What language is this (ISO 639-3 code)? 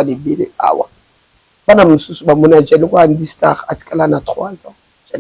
lin